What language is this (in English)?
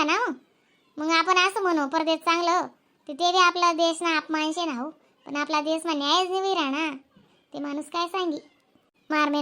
Khandesi